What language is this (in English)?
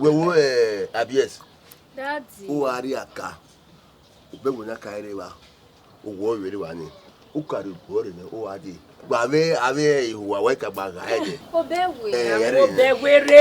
Bini